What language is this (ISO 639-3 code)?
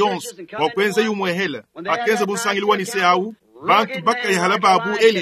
lua